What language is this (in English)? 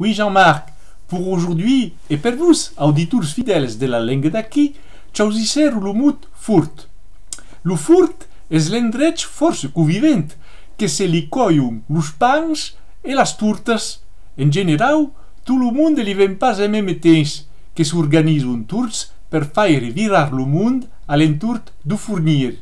Occitan